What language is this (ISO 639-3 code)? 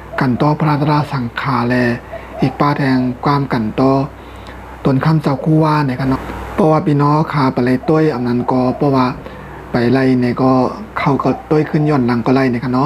shn